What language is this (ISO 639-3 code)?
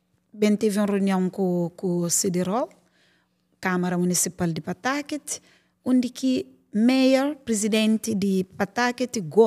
kea